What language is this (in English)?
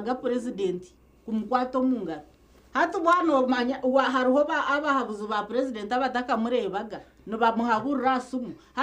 Nyankole